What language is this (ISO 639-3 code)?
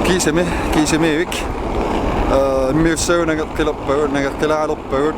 kal